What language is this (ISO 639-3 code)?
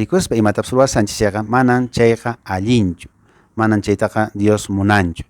que